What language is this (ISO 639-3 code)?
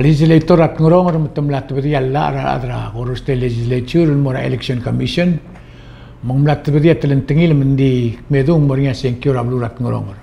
pau